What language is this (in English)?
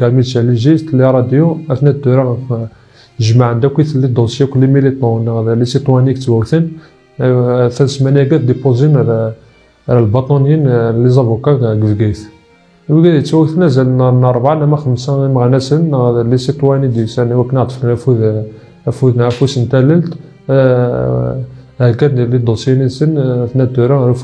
Kabyle